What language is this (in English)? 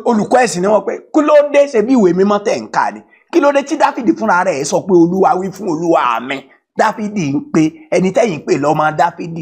Yoruba